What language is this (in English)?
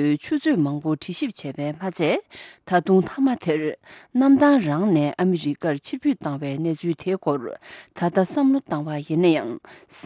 Tibetan